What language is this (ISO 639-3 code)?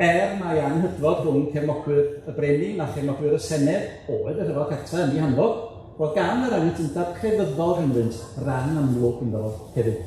cym